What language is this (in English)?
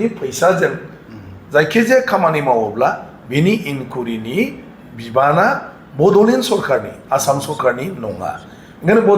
Bodo